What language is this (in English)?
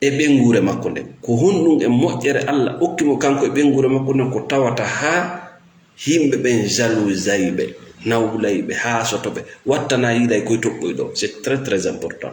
Fula